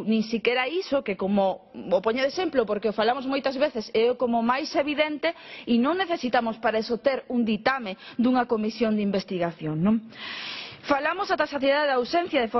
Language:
Galician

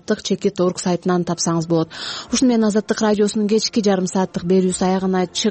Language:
Kyrgyz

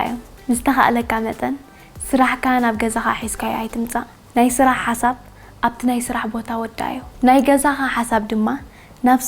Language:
Tigrinya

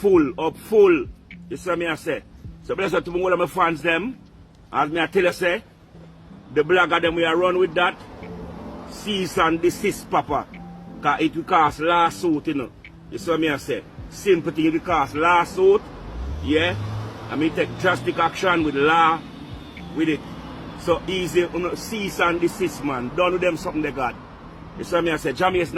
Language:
Jamaican Creole English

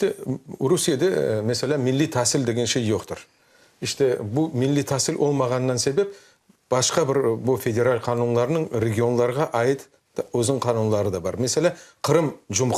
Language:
Crimean Tatar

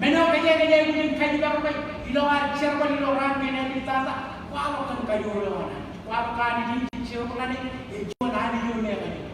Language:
Marshallese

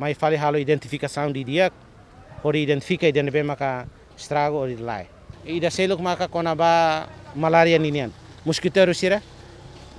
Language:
Tetum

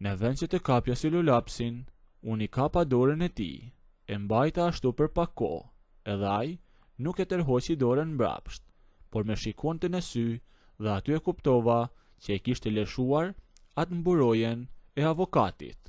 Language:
Albanian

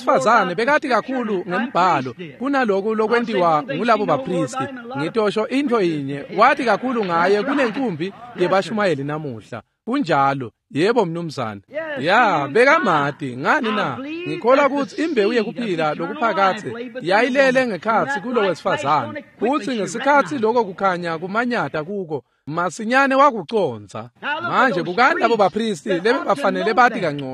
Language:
Swati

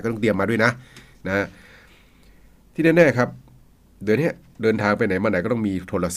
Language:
Thai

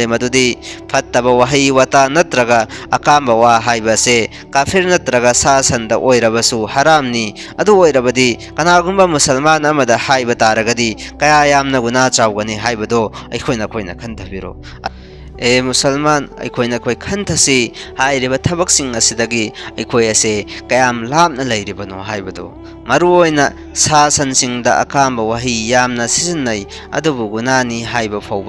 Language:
Manipuri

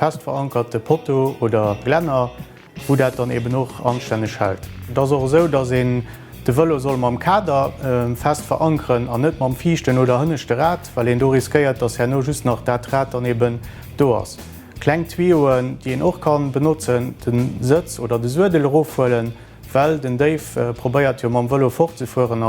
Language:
Luxembourgish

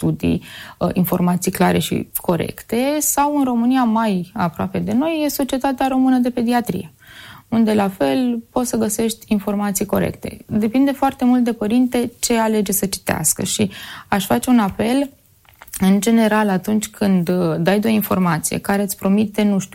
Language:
Romanian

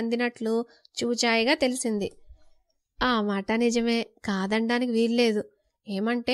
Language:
Telugu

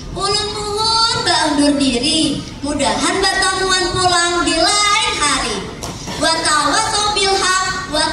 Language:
Banjar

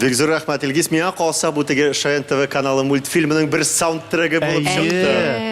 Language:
Tatar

